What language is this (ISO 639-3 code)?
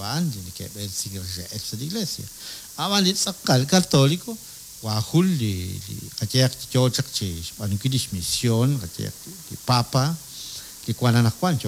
kek